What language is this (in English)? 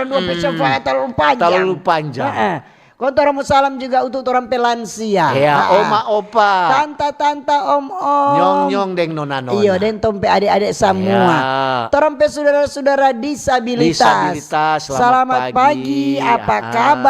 Manado Malay